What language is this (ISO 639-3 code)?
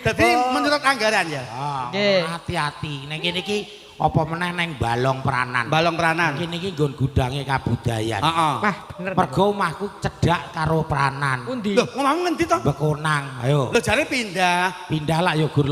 jav